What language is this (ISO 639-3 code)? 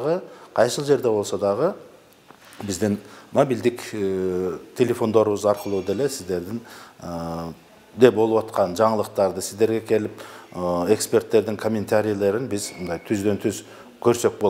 kir